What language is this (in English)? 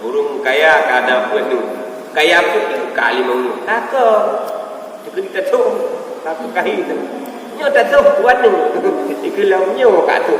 Achinese